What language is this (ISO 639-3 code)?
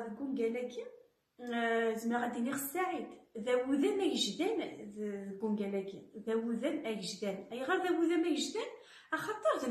kab